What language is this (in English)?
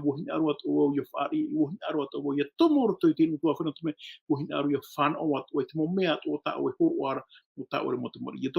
Tahitian